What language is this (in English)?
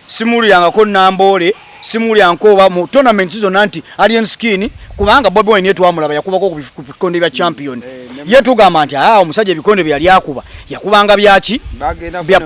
Ganda